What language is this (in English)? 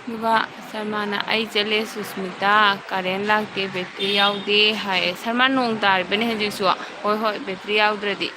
Manipuri